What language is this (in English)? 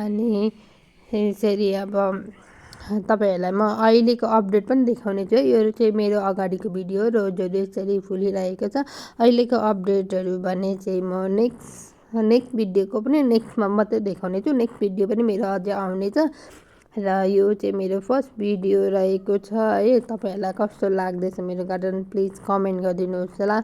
Nepali